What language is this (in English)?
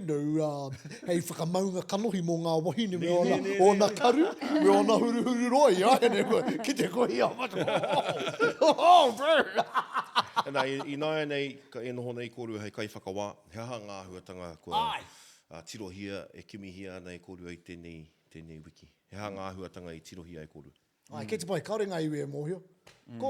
Māori